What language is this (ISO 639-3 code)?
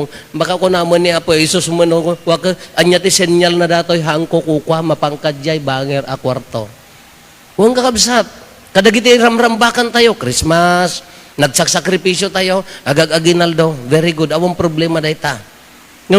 ilo